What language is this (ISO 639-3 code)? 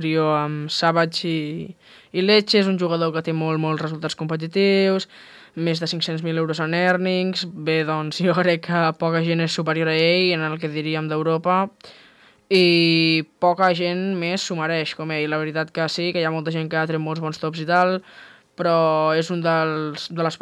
cat